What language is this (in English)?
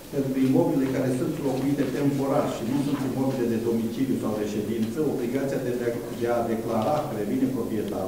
Romanian